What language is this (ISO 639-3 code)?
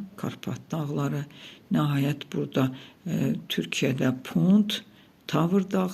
aze